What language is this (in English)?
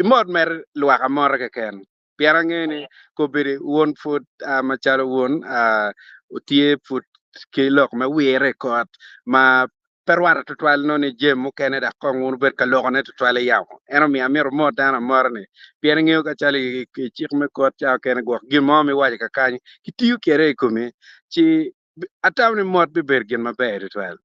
Acoli